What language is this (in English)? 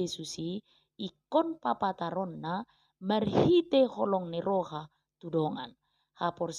Batak Toba